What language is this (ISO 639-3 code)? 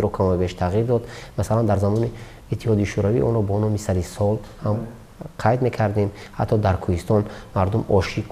tgk